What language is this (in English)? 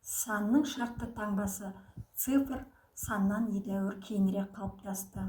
Kazakh